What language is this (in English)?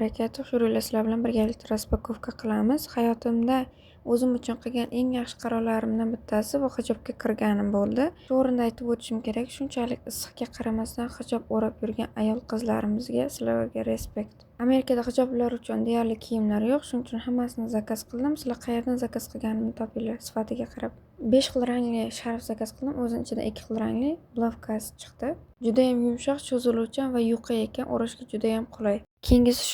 Uzbek